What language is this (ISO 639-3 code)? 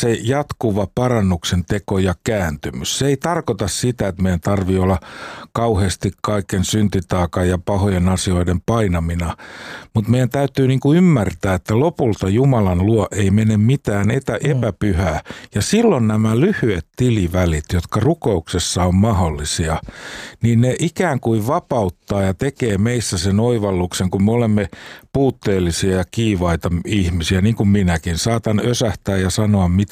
fin